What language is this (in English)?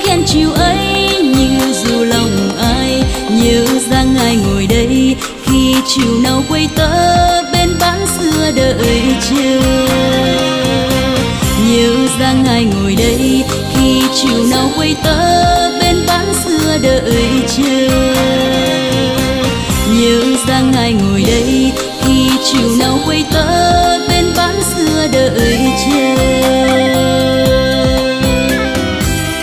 Vietnamese